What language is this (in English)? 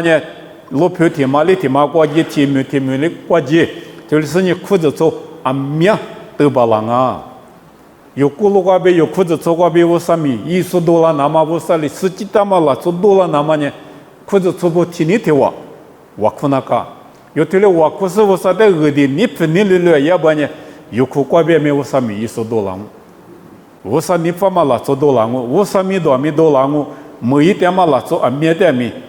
Lisu